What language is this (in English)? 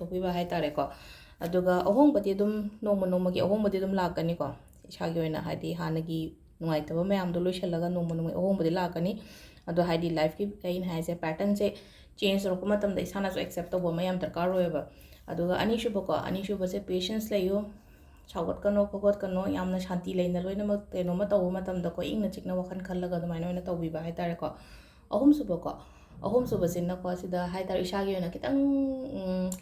Manipuri